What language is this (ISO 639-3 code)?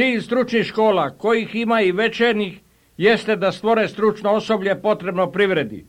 srp